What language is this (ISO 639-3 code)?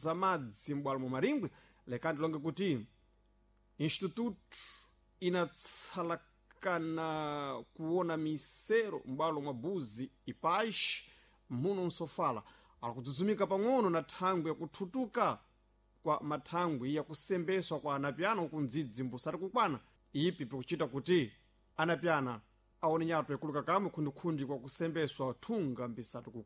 seh